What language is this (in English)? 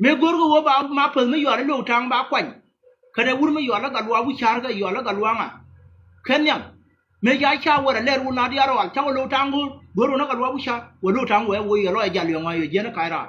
Nuer